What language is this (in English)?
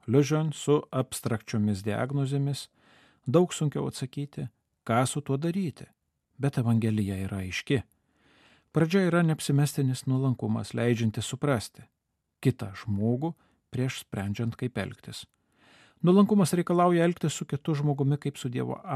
Lithuanian